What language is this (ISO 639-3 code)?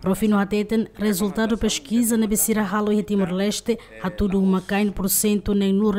tet